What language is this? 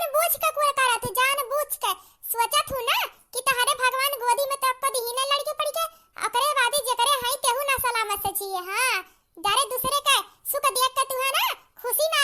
Awadhi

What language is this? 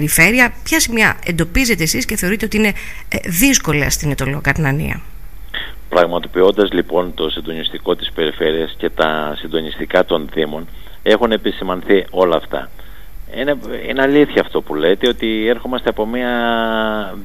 Greek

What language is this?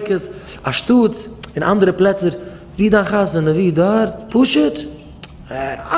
Yiddish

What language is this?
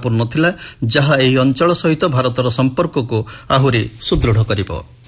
Odia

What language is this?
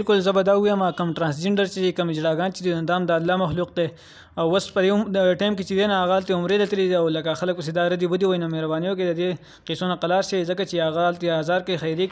Pashto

